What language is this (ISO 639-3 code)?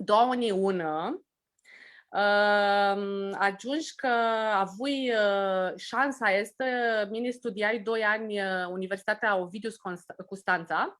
rup